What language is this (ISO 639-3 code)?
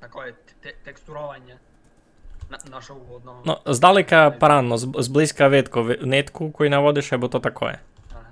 rue